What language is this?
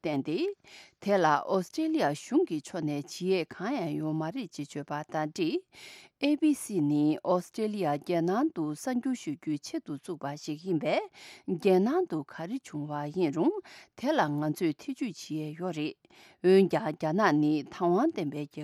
Tibetan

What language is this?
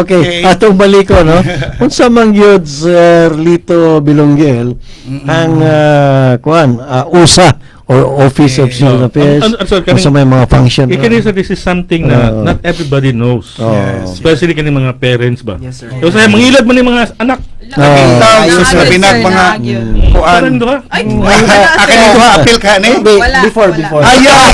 Cebuano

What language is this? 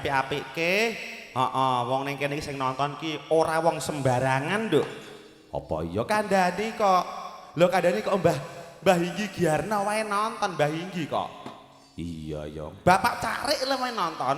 Javanese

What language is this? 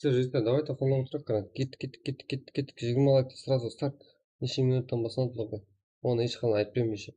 Kara-Kalpak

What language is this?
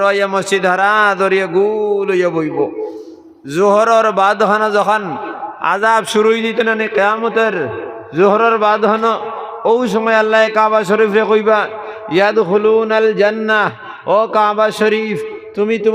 Sylheti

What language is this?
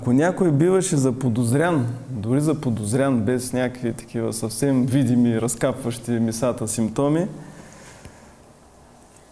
Bulgarian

